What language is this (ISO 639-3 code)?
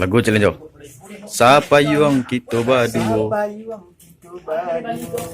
min